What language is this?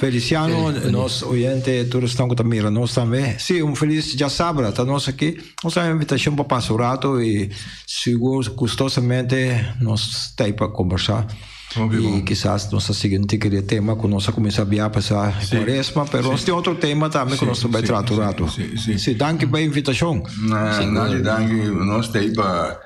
Papiamento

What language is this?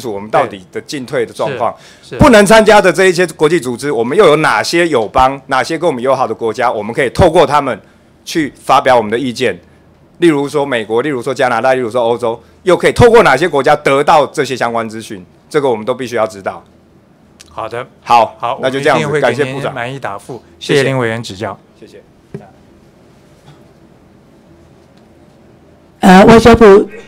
Chinese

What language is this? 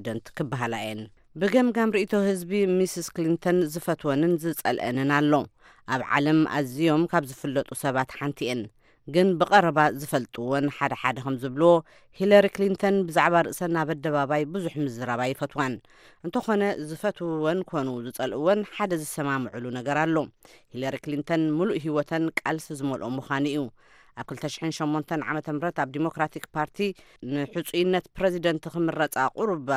Tigrinya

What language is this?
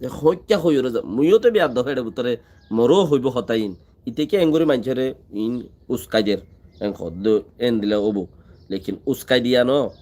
Rohingya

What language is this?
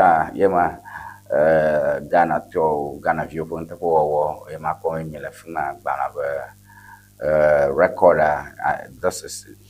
Ewe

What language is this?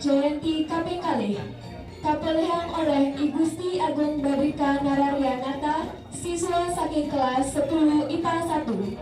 Balinese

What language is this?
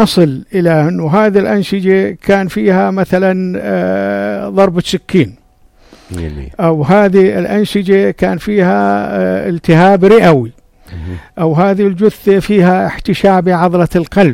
North Levantine Arabic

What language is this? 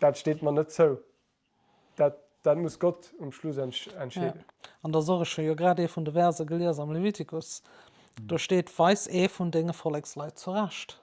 Luxembourgish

